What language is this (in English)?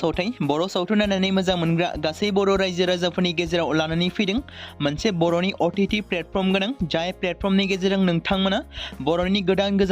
Bodo